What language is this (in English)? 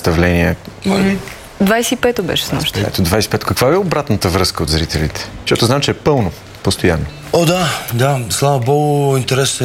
Bulgarian